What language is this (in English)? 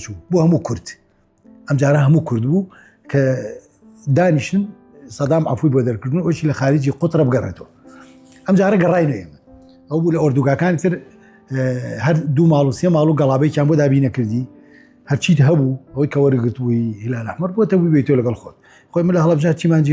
Central Kurdish